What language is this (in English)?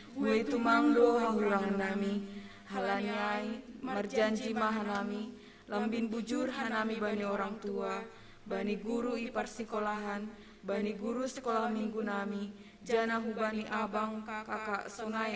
Batak Simalungun